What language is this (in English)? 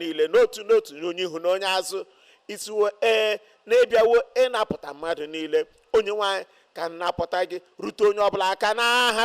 Igbo